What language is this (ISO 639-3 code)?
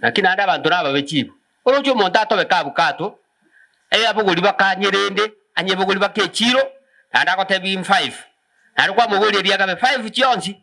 guz